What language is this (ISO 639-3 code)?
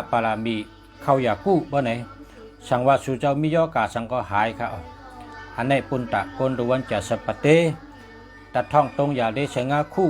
shn